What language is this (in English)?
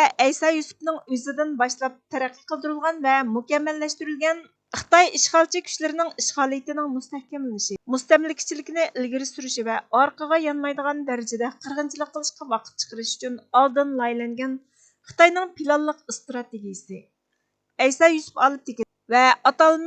Uyghur